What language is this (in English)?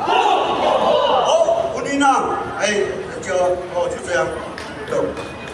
Bunun